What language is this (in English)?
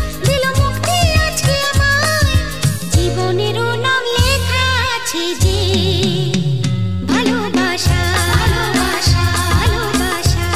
Bangla